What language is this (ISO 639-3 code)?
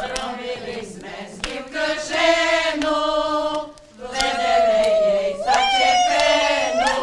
rue